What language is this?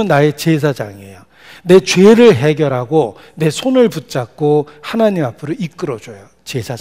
Korean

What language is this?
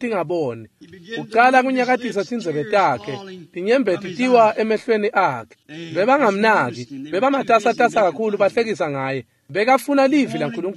Swati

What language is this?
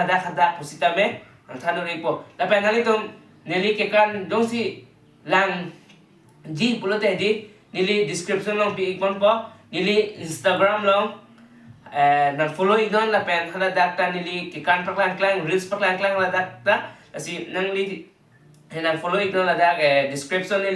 Karbi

